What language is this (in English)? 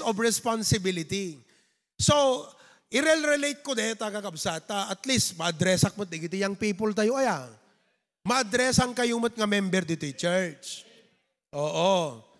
Iloko